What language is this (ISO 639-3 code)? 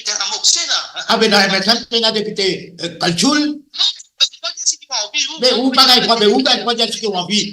mfe